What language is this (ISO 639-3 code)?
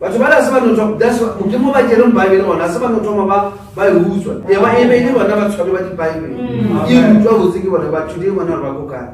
nso